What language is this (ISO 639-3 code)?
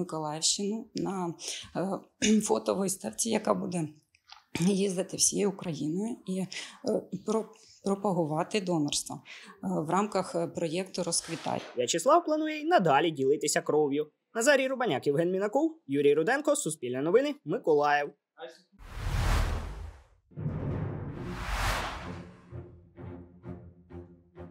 ukr